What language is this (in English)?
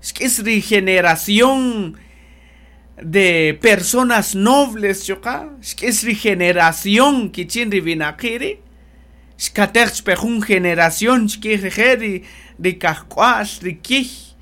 Kaqchikel